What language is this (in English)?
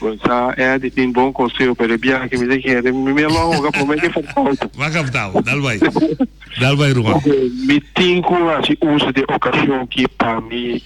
Papiamento